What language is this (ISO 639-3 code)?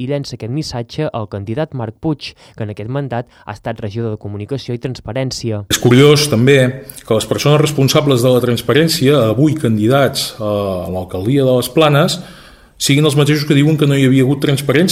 cat